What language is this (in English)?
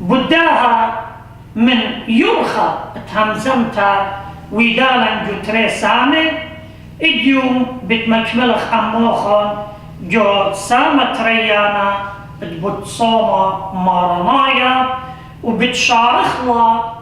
Assyrian Neo-Aramaic